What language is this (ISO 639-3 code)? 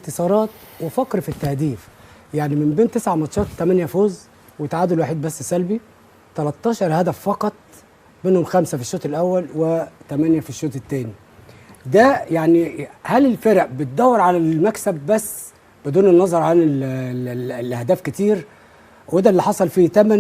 arz